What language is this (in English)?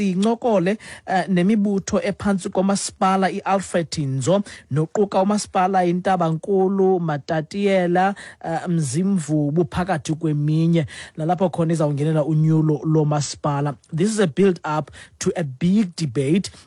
Xhosa